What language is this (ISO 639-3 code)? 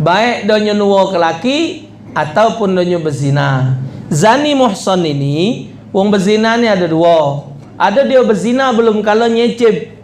mui